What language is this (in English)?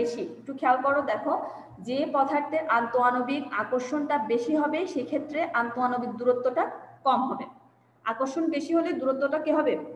Bangla